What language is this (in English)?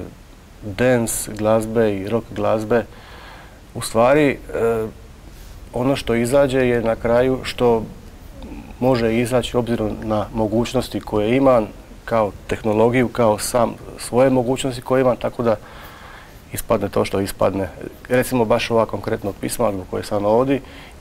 Croatian